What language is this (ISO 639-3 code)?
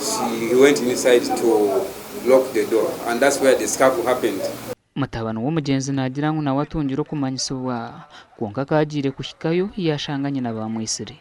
nyn